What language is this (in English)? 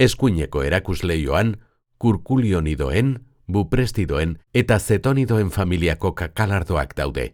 Basque